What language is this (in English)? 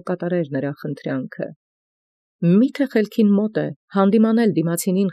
Armenian